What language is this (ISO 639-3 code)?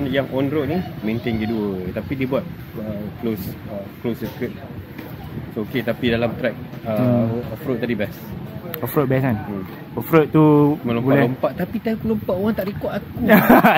msa